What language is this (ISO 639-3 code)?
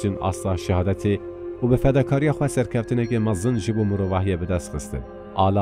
kur